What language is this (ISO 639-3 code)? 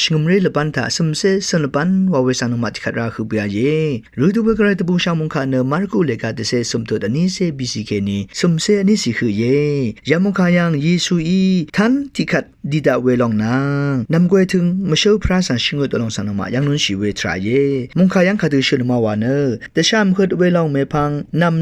raw